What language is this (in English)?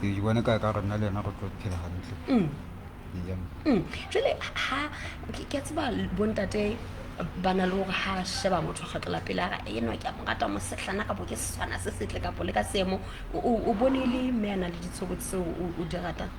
Southern Sotho